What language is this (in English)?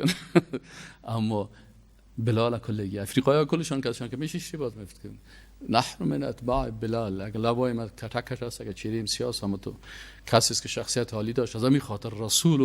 Persian